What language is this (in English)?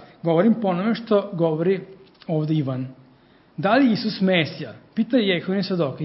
Serbian